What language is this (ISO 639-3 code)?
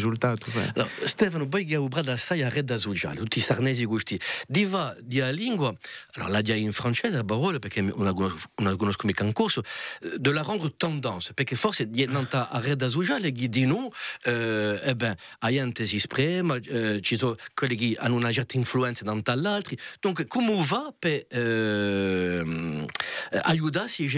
cos